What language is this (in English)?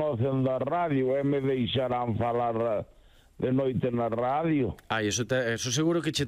Galician